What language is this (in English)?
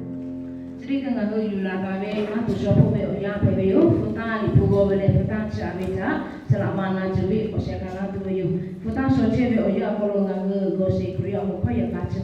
Lahu